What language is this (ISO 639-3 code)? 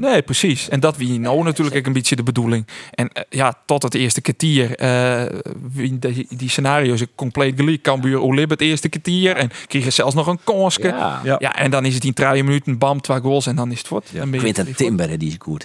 fry